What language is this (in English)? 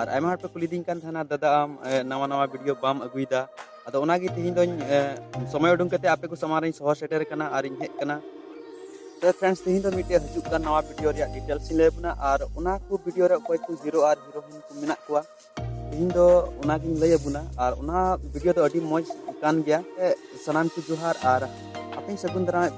Santali